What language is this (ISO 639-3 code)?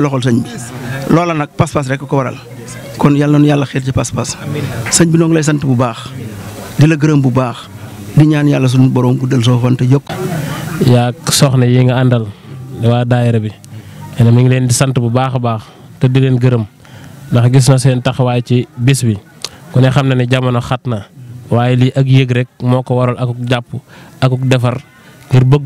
wol